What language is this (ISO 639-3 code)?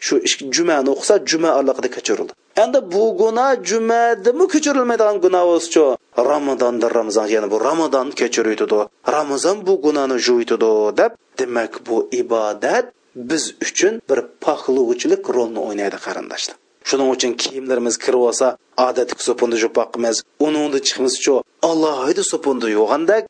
uig